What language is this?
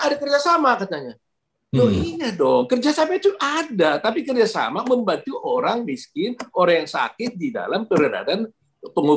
Indonesian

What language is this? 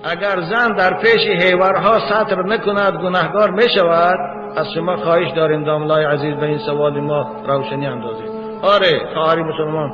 Tajik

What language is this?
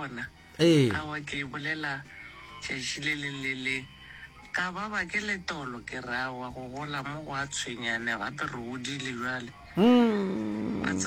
Northern Sotho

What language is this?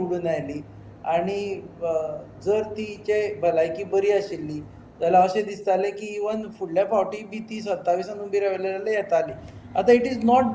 Konkani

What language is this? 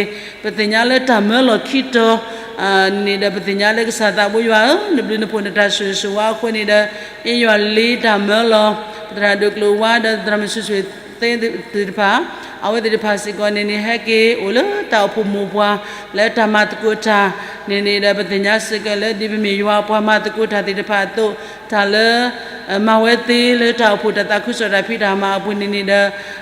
S'gaw Karen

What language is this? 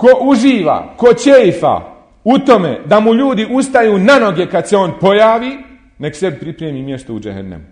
Bosnian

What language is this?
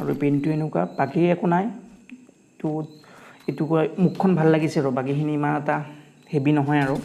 Assamese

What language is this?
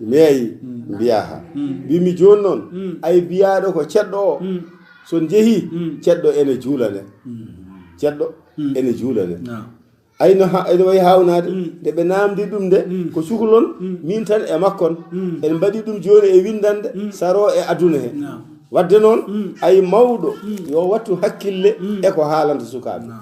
Fula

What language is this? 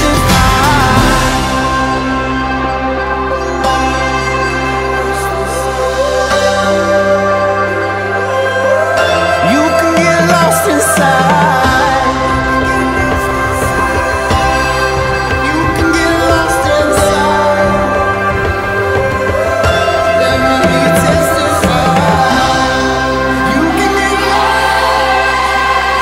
English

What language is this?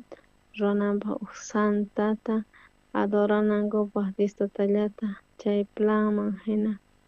South Bolivian Quechua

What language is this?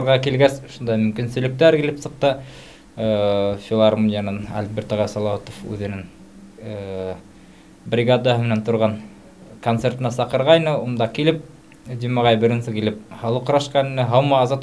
Bashkir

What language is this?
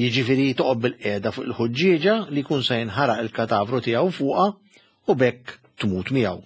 Maltese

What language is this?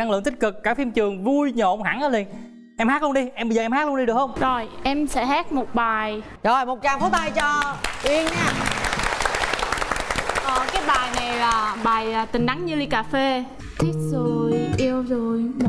Vietnamese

